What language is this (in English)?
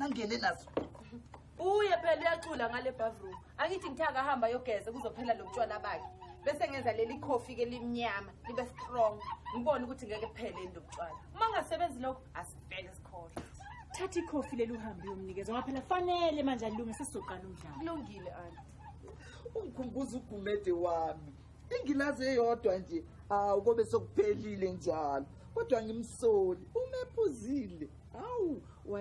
Zulu